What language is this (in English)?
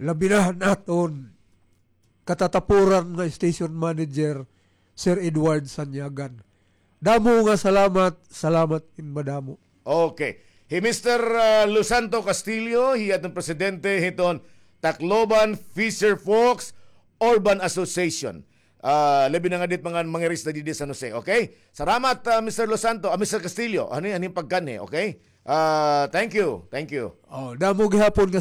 Waray